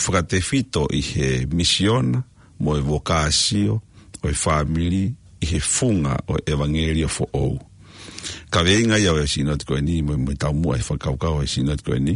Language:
Tongan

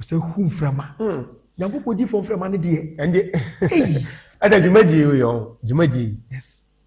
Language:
Akan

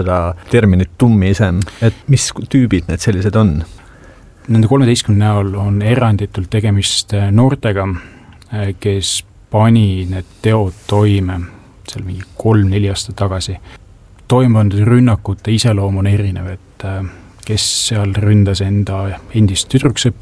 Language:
Estonian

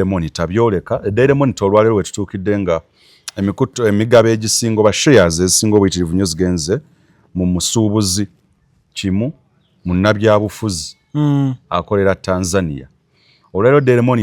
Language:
Ganda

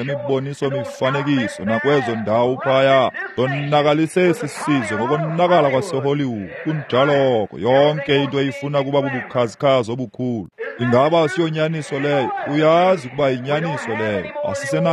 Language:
Xhosa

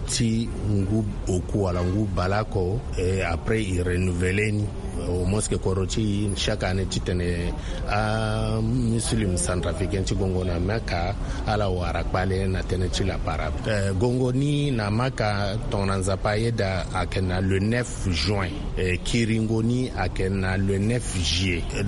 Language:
Sango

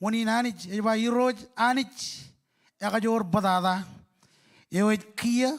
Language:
Marshallese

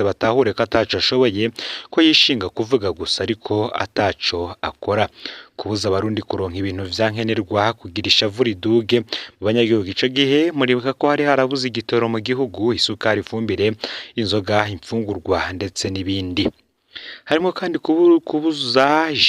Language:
Rundi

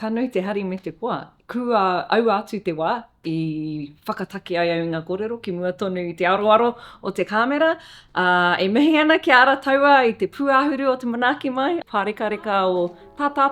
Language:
Māori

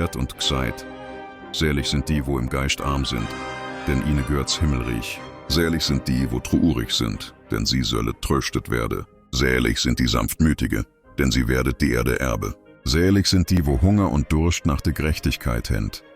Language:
Swiss German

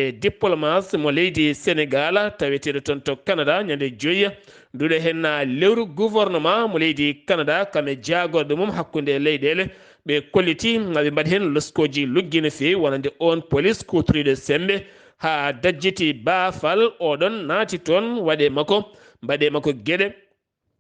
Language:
Fula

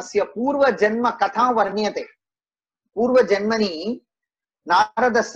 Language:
Sanskrit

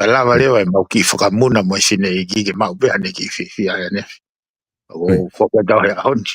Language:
Tongan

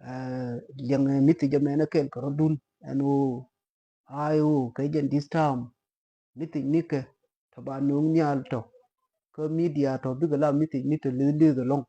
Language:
Nuer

